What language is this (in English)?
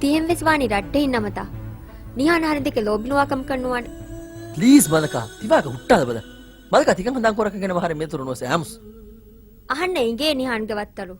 Divehi